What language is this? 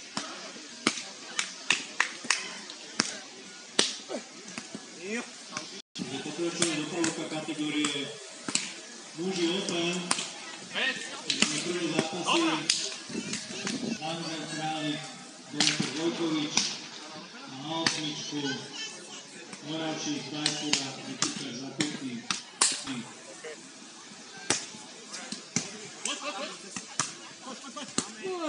Slovak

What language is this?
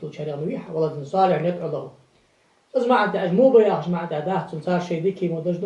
Ingush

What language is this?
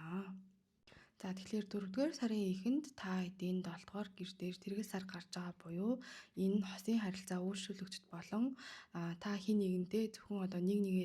Mongolian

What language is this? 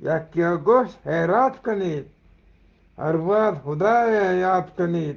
Eastern Balochi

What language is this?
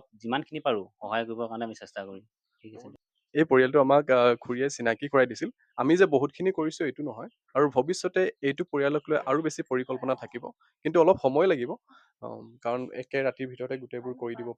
Assamese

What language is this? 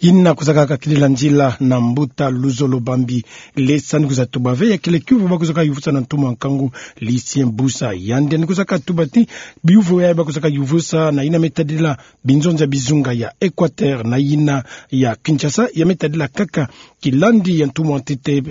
Kituba (Democratic Republic of Congo)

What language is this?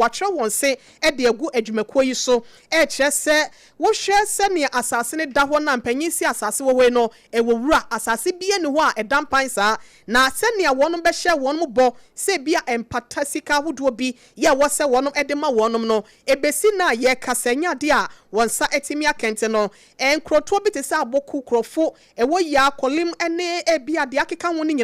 Akan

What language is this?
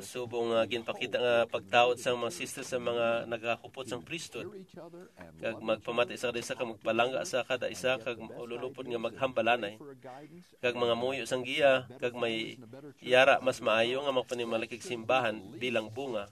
Hiligaynon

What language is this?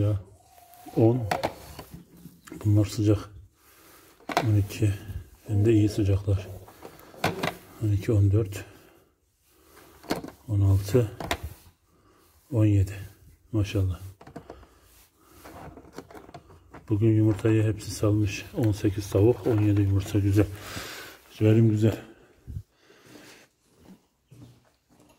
Turkish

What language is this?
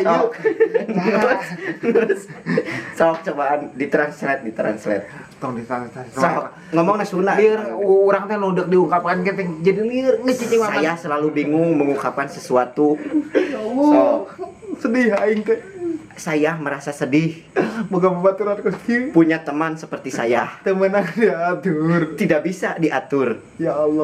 Sundanese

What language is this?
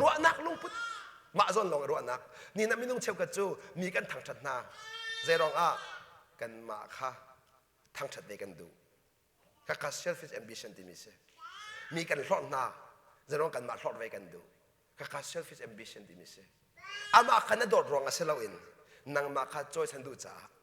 Hakha Chin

